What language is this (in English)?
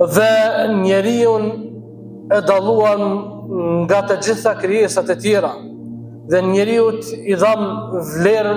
Albanian